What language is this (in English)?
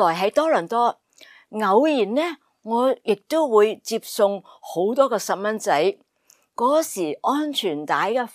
Cantonese